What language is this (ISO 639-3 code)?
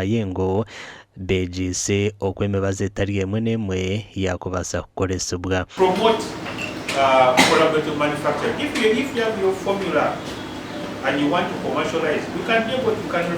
nyn